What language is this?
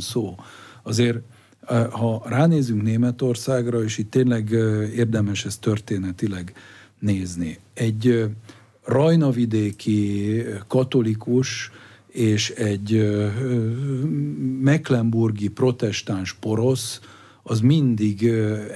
Hungarian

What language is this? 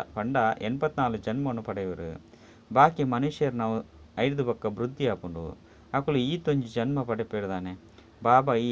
Tulu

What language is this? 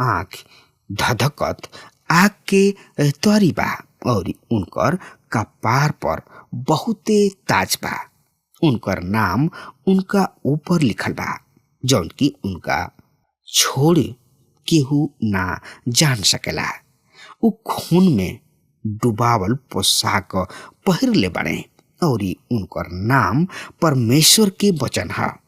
Bhojpuri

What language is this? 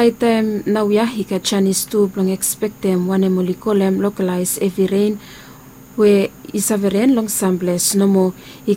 Bislama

